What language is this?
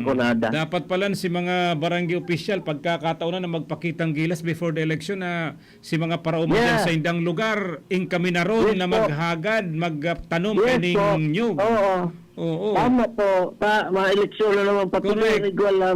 Bikol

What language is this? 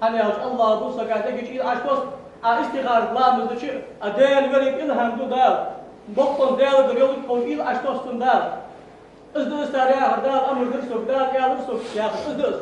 Ingush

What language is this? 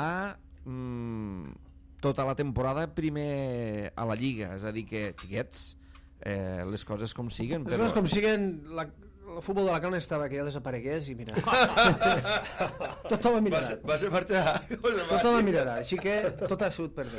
Catalan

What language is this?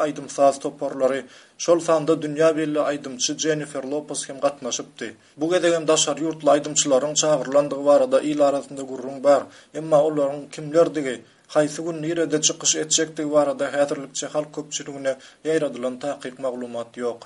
Turkmen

